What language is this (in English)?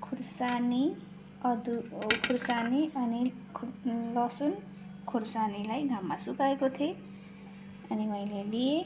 Nepali